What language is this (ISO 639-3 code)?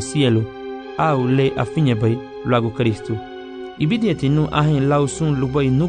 cab